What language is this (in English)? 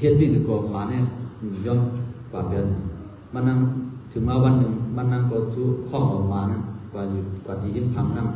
Shan